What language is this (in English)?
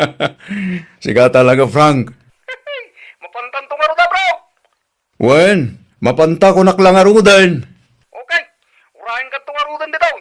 Iloko